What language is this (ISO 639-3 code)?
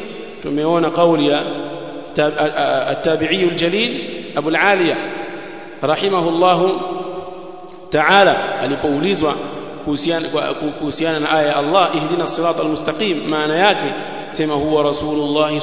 swa